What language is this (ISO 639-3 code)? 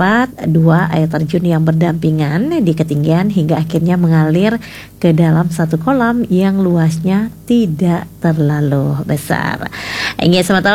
ban